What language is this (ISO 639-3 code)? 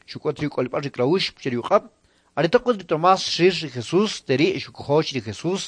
quc